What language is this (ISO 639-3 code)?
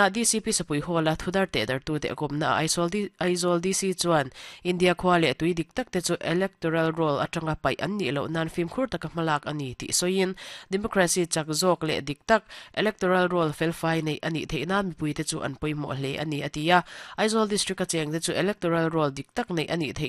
lus